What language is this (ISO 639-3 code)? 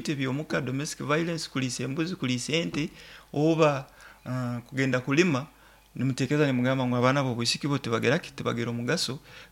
nyo